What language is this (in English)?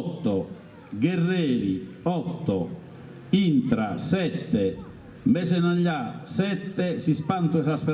Sardinian